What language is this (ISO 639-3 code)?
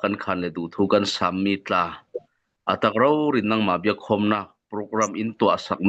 cfm